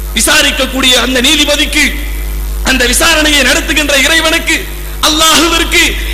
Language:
Tamil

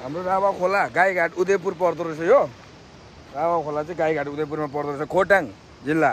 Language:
Nepali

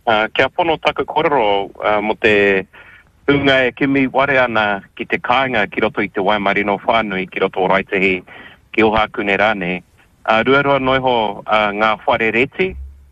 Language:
Māori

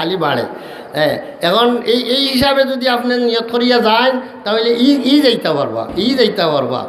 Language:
Sylheti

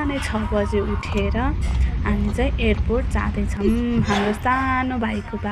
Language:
Nepali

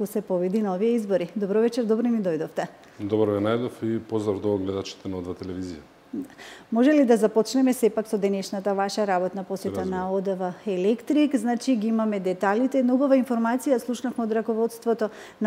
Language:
Macedonian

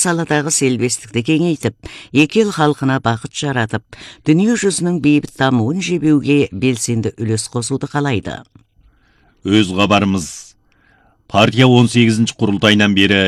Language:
Kazakh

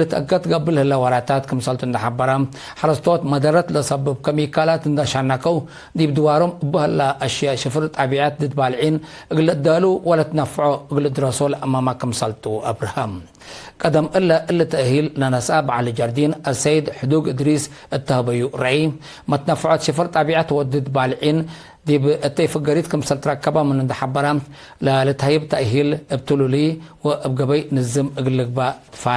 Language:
Tigre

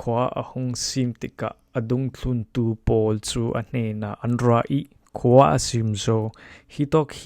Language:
Falam Chin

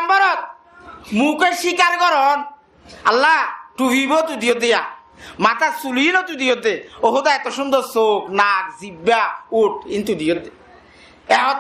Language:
Rohingya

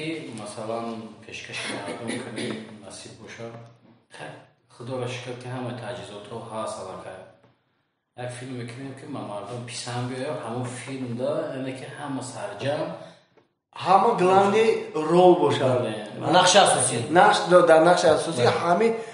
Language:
Persian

